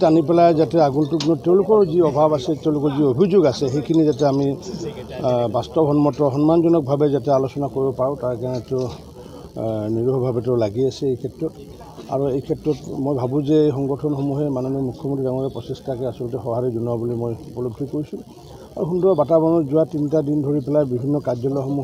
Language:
Assamese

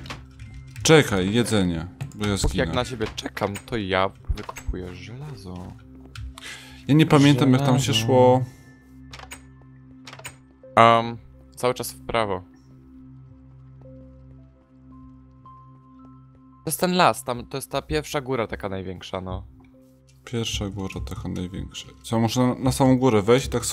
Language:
Polish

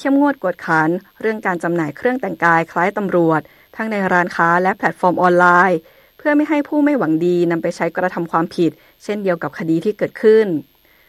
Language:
Thai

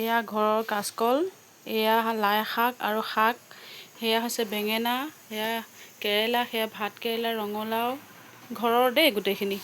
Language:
Assamese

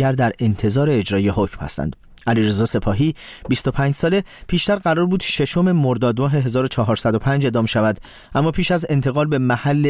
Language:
Persian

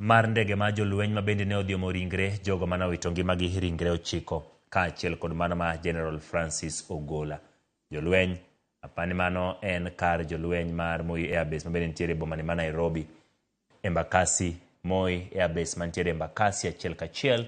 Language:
Luo (Kenya and Tanzania)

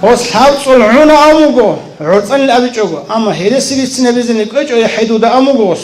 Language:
Avaric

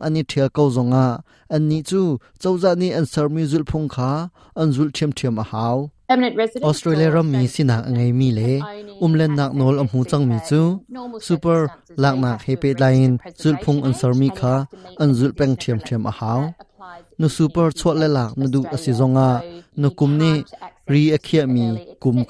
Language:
Hakha Chin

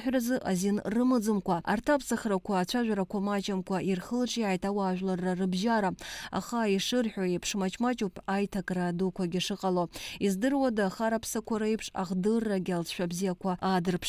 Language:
Abkhazian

